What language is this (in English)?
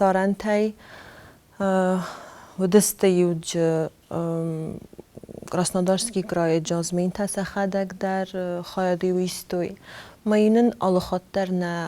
Ossetic